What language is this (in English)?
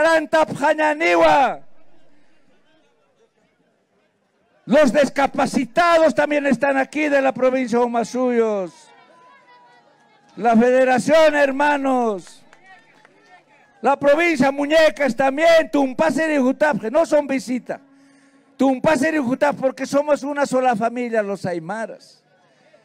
Spanish